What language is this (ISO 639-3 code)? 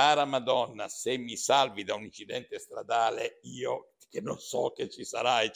ita